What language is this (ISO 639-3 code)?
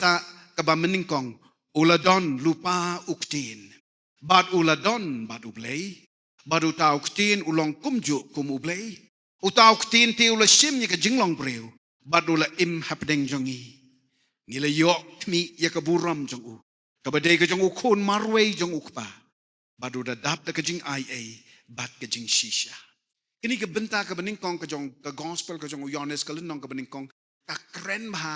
kha